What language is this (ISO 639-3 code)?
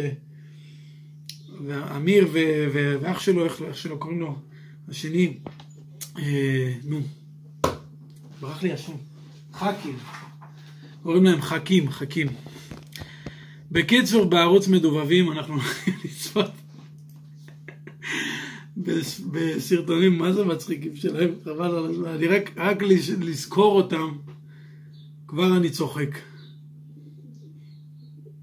heb